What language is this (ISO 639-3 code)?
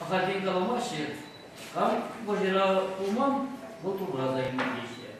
chv